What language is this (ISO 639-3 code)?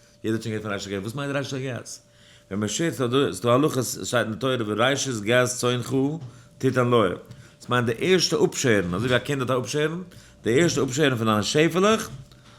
yid